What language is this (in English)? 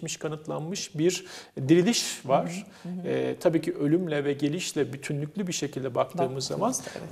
Turkish